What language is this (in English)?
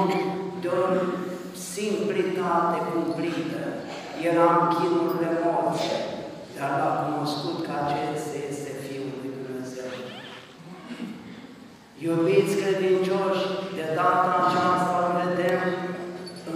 Romanian